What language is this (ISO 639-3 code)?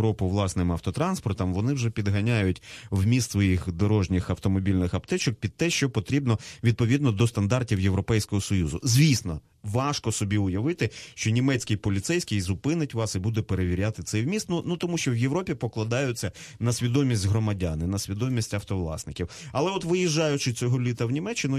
ukr